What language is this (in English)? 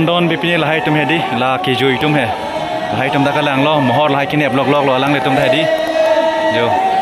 Karbi